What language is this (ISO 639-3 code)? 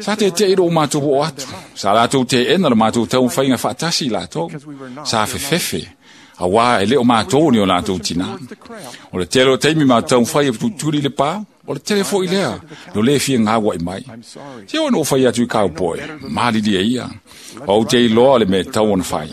smo